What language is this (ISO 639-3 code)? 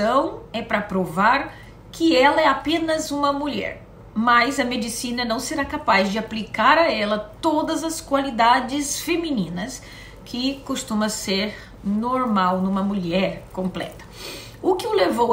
por